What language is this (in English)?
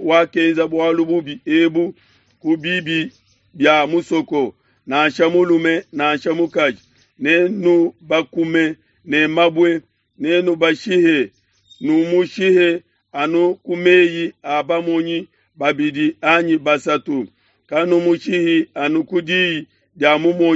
Luba-Lulua